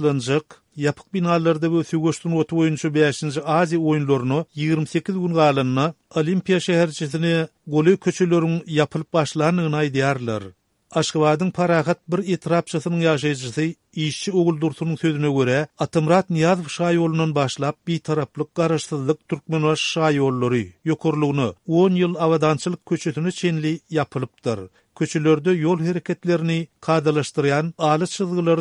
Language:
Turkmen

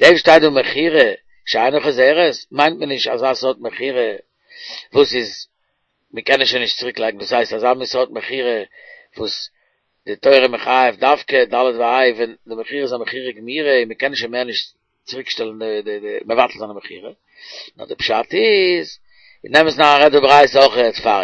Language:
Yiddish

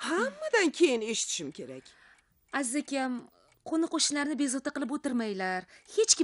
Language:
Uzbek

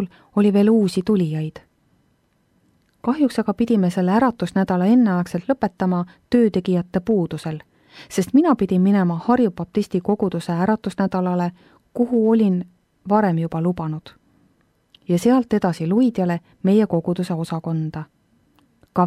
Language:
Estonian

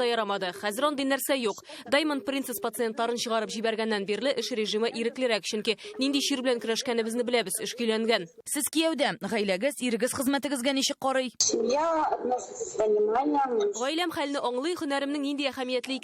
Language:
Tatar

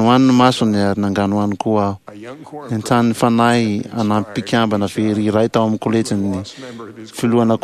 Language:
Malagasy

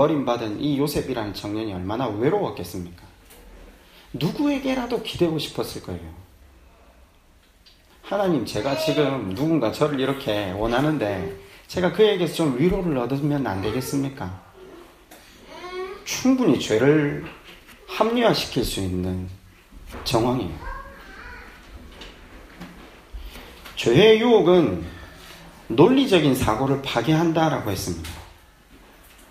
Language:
Korean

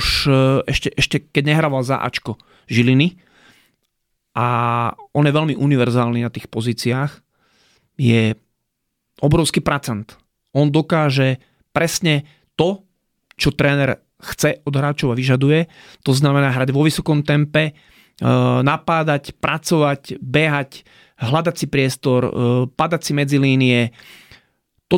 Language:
Slovak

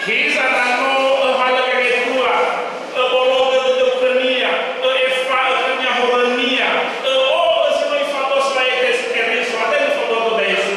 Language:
Nias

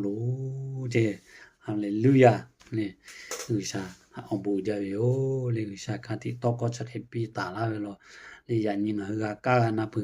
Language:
Lahu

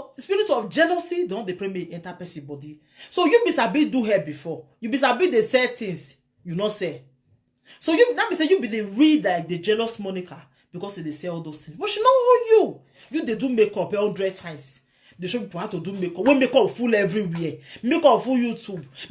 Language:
Nigerian Pidgin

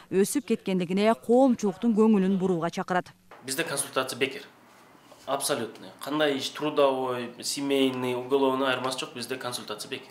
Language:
Kyrgyz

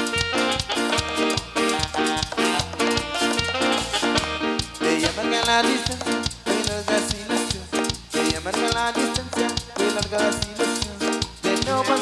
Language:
Spanish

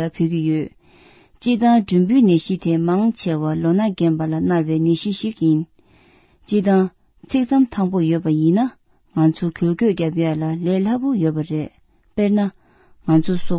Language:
Tibetan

